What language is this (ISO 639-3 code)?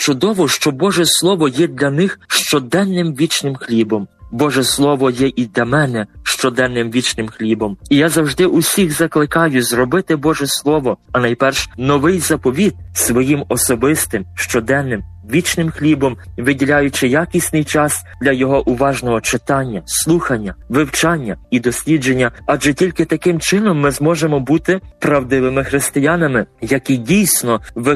ukr